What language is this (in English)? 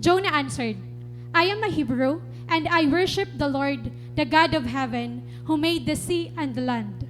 Waray